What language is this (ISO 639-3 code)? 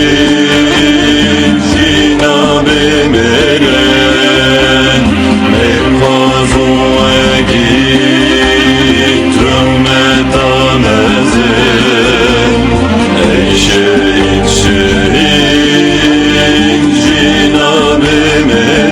kur